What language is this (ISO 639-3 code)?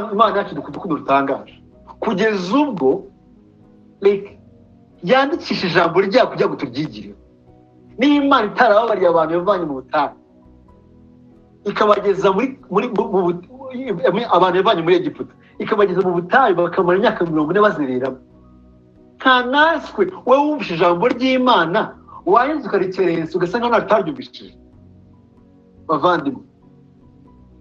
kin